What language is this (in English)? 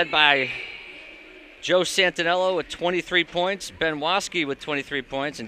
English